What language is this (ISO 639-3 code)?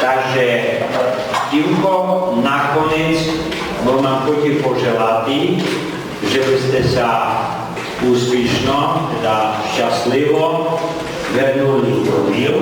rue